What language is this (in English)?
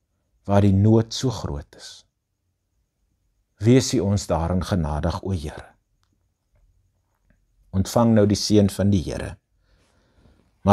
Afrikaans